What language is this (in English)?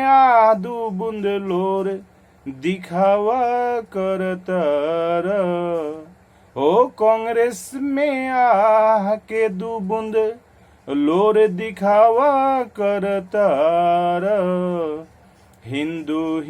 Bhojpuri